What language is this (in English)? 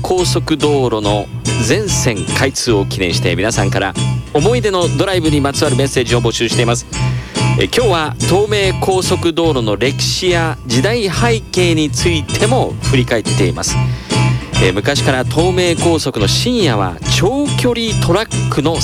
Japanese